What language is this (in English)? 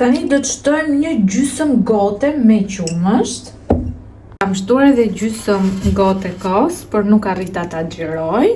Albanian